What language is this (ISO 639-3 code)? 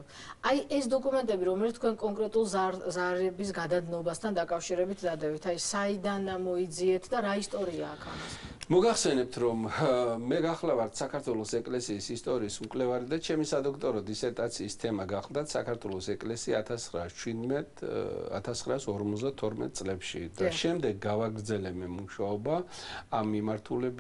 kat